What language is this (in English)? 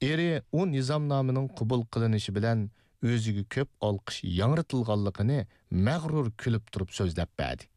Uyghur